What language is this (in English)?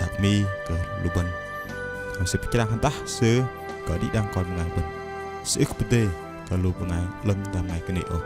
Bahnar